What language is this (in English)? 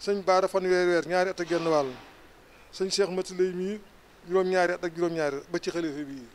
Wolof